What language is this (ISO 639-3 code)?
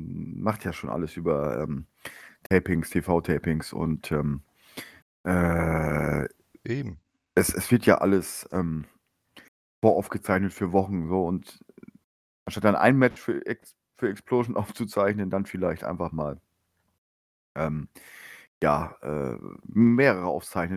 deu